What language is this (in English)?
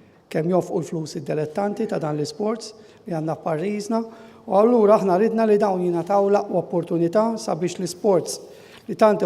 Maltese